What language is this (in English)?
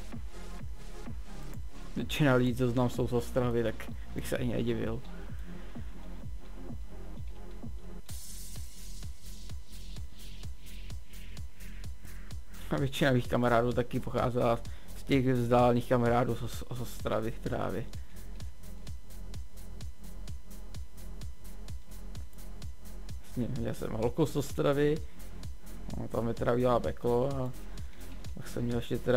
Czech